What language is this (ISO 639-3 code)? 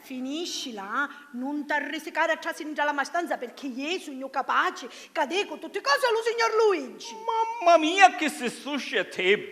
scn